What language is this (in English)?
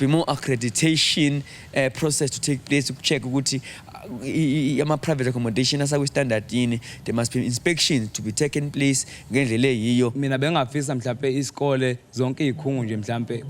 Zulu